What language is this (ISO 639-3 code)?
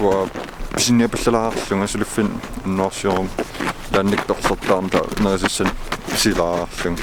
kal